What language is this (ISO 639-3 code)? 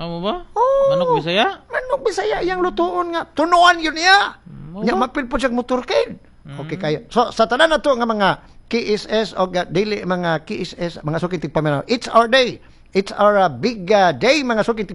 ceb